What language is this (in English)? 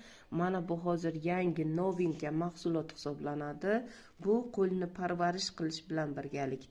Uzbek